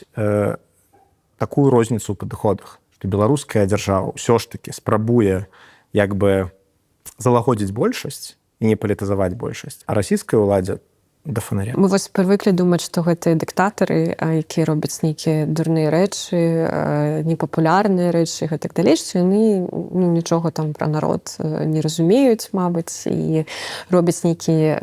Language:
Belarusian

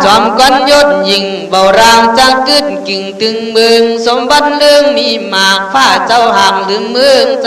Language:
Khün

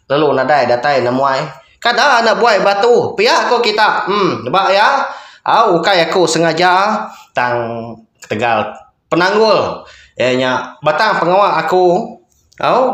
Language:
Iban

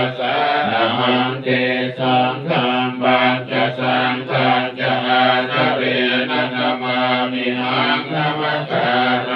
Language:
Pali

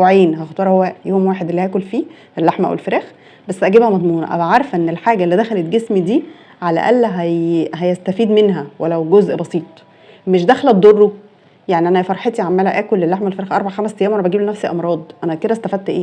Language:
Egyptian Arabic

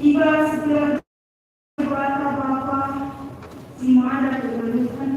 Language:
Batak Karo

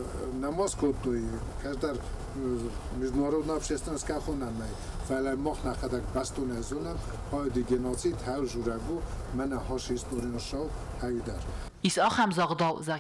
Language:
Ossetic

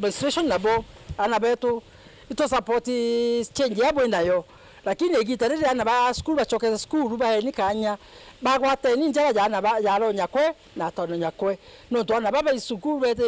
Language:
Meru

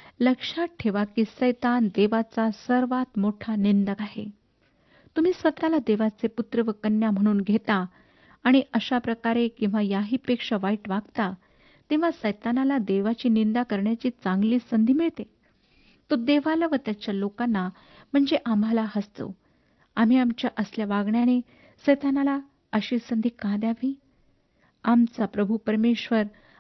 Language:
Marathi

